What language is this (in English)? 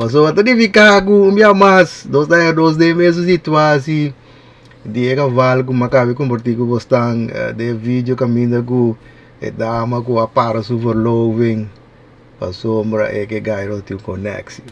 Papiamento